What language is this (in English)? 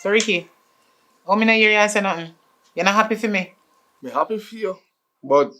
Jamaican Creole English